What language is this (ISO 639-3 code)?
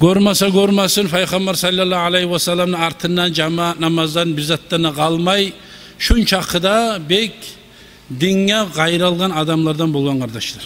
kum